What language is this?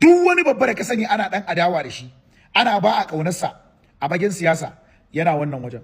Hausa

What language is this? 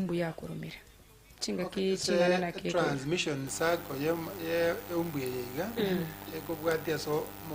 Gusii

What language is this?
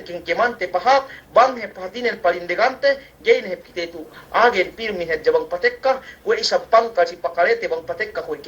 Yakan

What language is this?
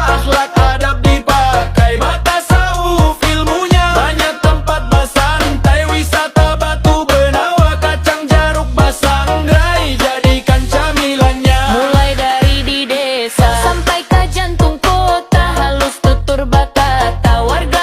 Banjar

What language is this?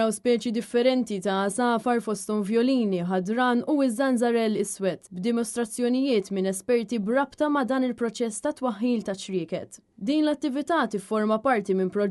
Maltese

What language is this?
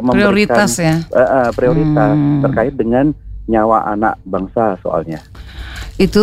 Indonesian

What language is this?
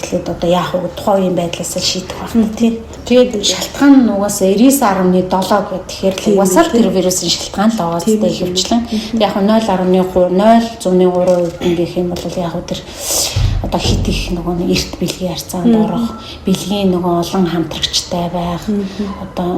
Mongolian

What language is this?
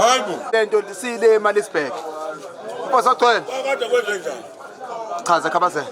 Zulu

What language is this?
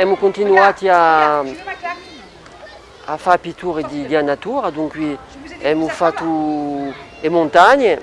Corsican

